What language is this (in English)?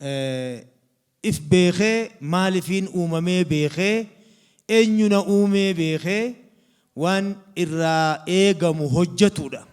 Oromo